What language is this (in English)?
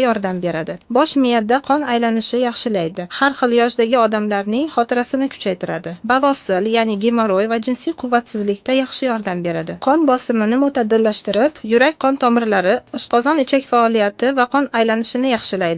Uzbek